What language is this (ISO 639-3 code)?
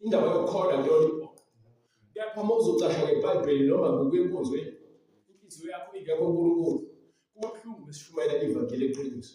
zul